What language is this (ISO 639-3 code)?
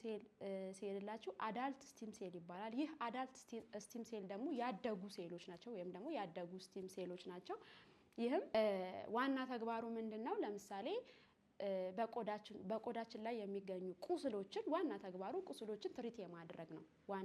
amh